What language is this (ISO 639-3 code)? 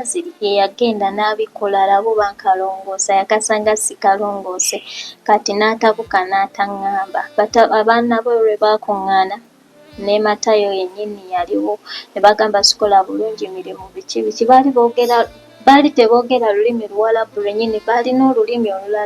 lug